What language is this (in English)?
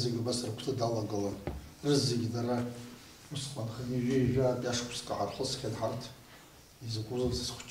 Abkhazian